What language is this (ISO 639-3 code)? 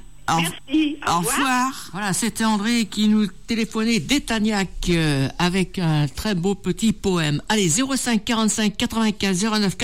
fra